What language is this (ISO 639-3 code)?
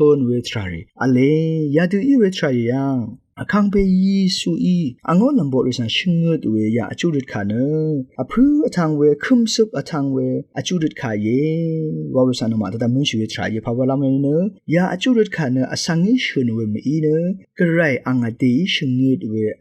raw